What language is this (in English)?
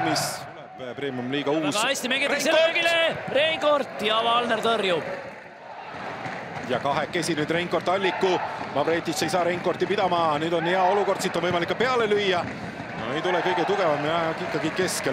Estonian